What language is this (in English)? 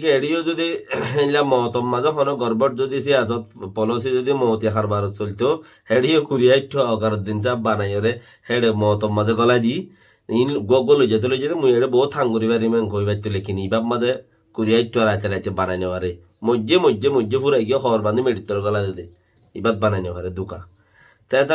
Rohingya